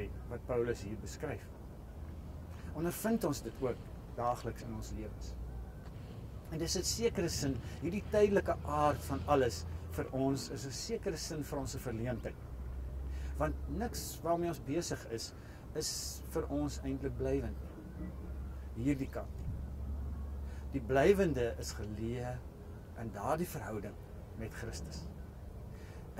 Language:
Afrikaans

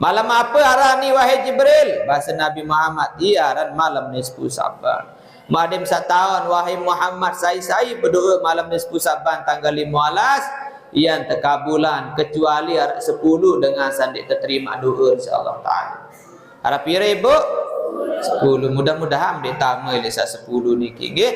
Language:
Sasak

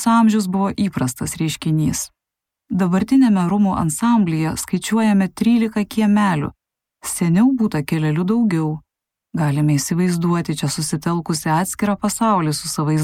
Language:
Lithuanian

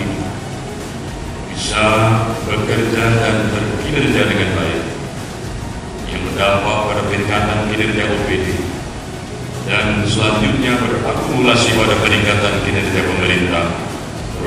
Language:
Indonesian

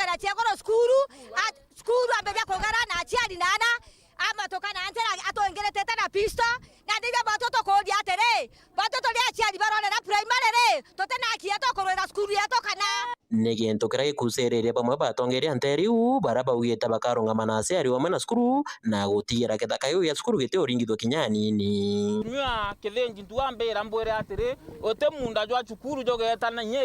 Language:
Meru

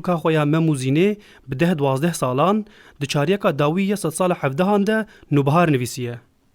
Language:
Kurdish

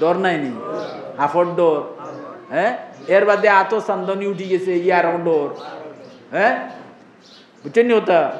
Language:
Sylheti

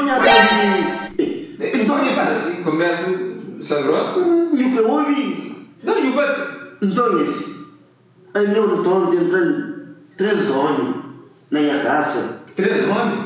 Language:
Kabuverdianu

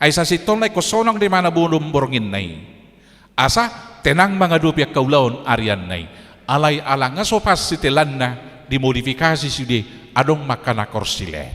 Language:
Batak Toba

